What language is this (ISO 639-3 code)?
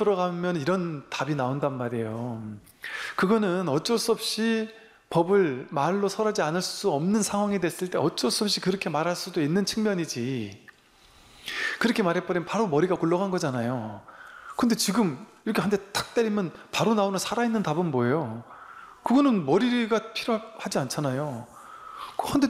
kor